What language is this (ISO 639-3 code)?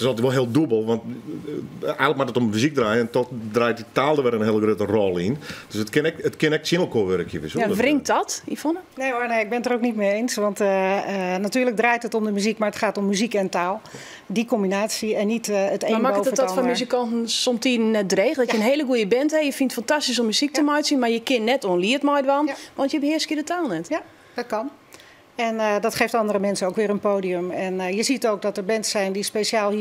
fry